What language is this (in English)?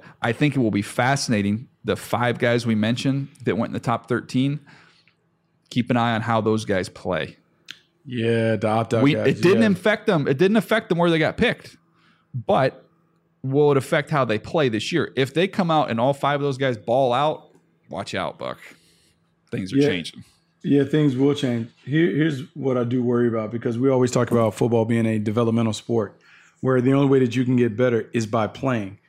English